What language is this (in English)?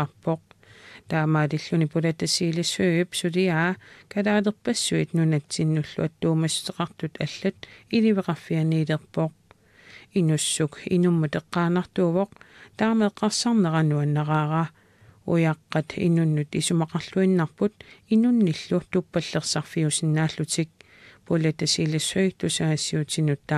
Kalaallisut